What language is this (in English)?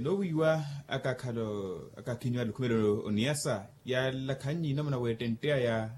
Makhuwa